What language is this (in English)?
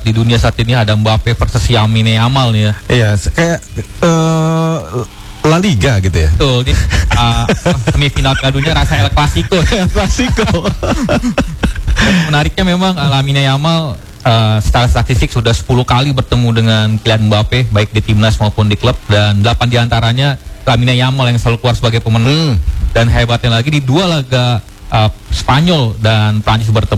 Indonesian